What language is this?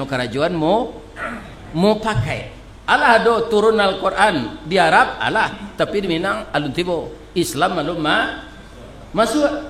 Minangkabau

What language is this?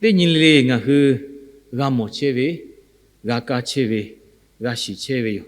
Lahu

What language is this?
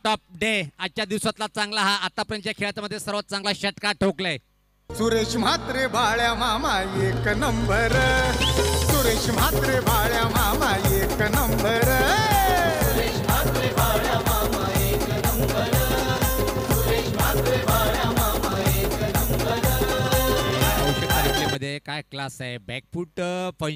Marathi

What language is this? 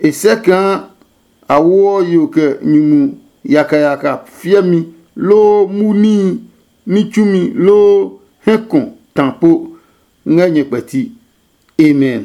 Adangme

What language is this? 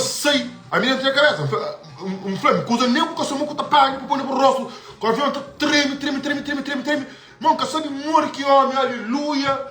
Kabuverdianu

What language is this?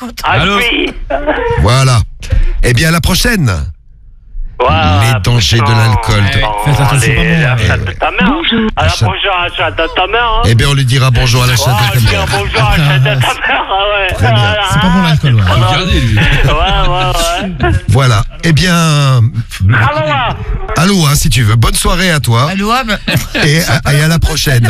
French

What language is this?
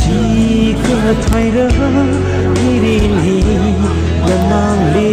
Tangkhul Naga (India)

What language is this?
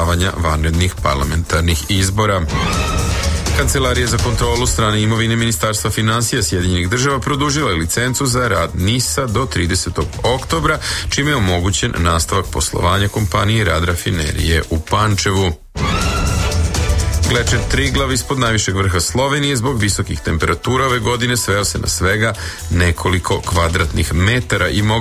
Serbian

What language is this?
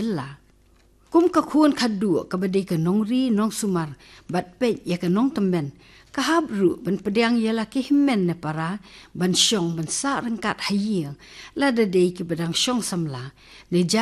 Khasi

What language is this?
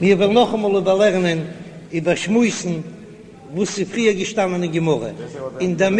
Yiddish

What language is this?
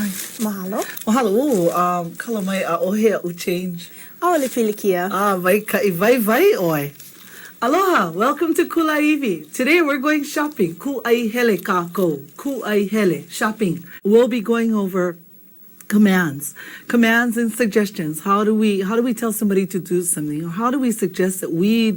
Hawaiian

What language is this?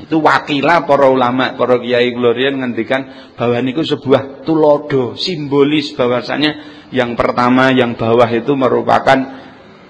Javanese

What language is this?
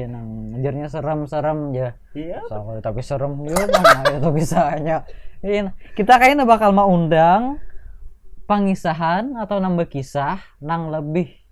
Banjar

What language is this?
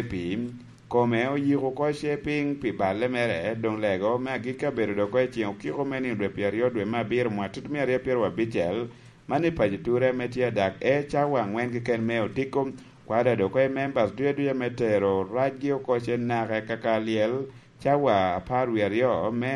Lango (Uganda)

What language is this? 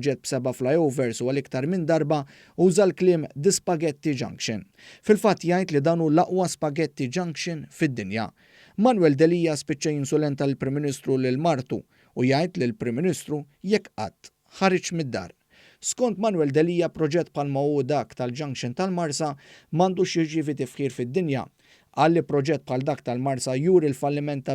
Maltese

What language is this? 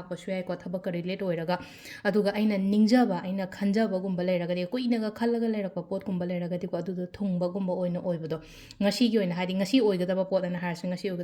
Manipuri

